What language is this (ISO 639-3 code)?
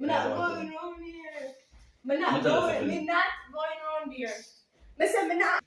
jam